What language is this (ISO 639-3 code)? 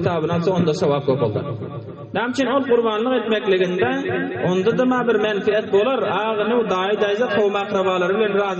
tuk